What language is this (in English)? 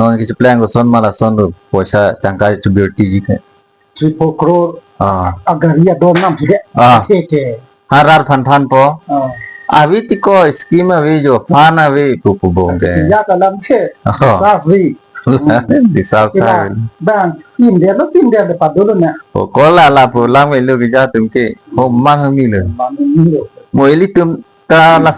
Karbi